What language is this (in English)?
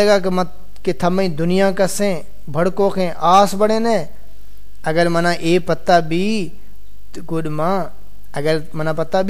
Saraiki